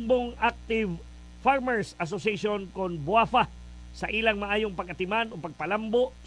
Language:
Cebuano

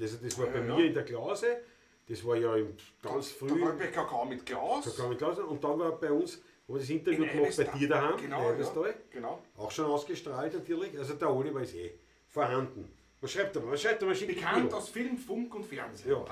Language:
Bavarian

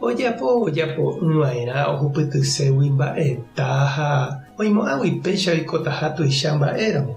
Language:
Guarani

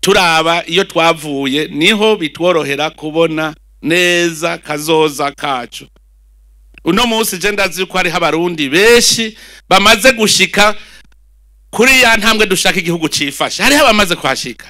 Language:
Rundi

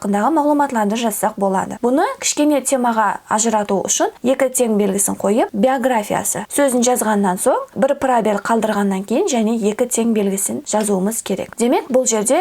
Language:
Kara-Kalpak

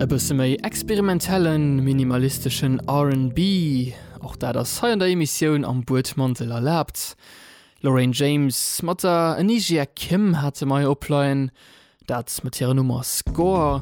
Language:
Luxembourgish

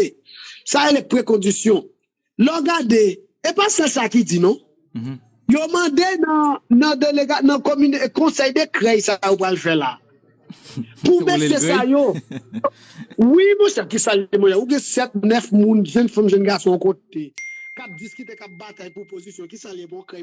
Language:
Haitian Creole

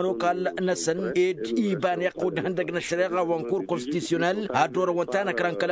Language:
Tamasheq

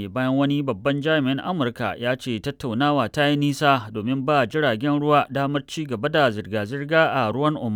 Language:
Hausa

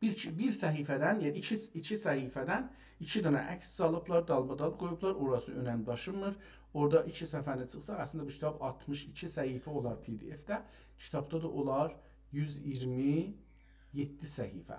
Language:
South Azerbaijani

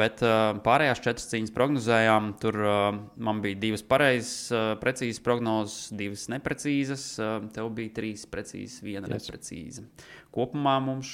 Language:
Latvian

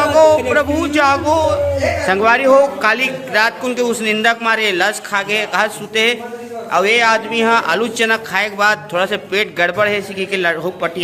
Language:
Chhattisgarhi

